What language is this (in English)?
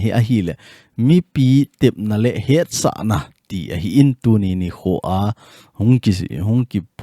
Thado Chin